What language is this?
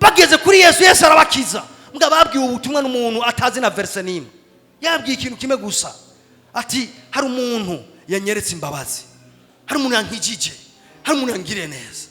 Rundi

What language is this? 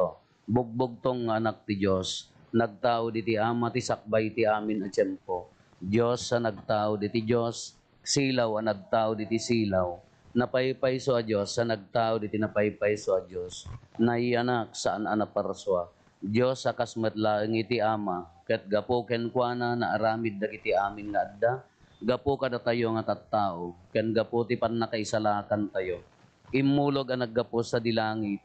Iloko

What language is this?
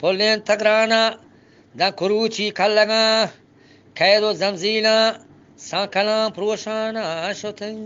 Eastern Balochi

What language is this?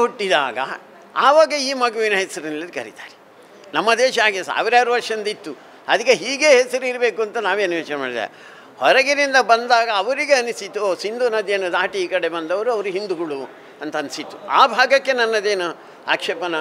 Kannada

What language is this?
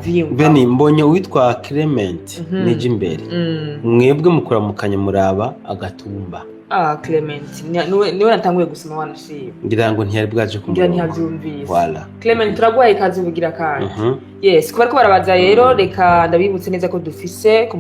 Rundi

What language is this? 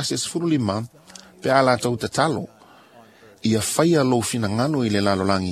Samoan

